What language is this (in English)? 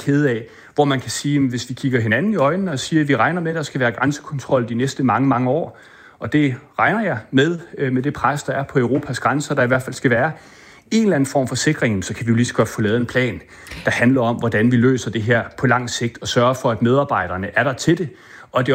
Danish